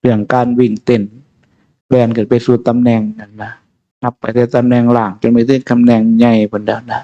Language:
Northeastern Thai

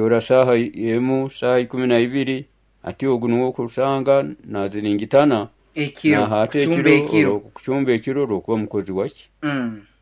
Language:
Nyoro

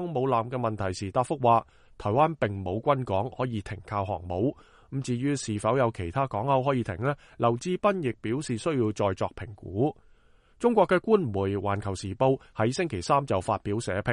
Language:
Cantonese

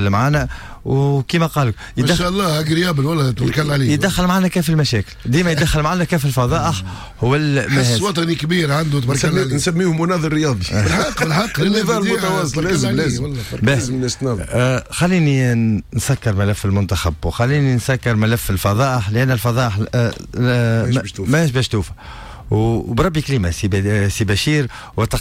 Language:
Tunisian Arabic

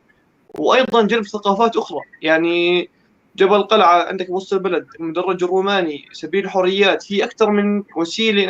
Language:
North Levantine Arabic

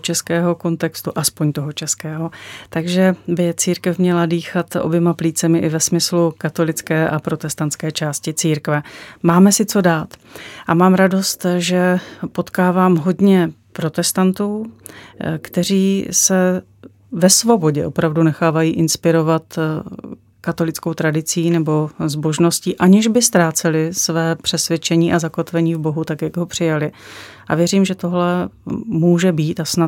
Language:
Czech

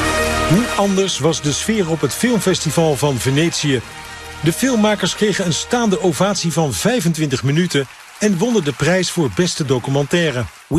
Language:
Dutch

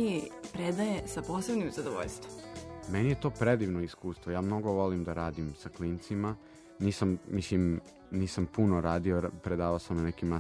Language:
Serbian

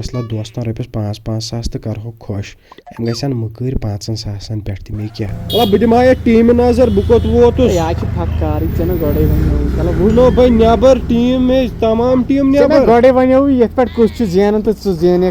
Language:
Kashmiri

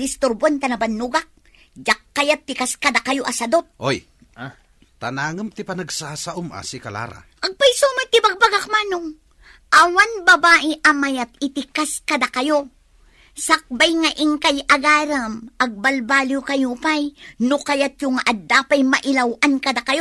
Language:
Iloko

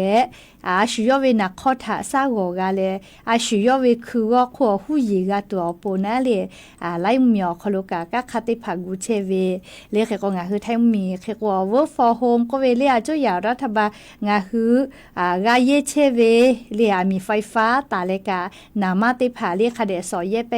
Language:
Lahu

